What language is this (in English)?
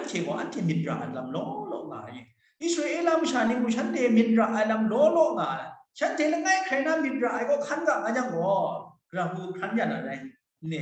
Kachin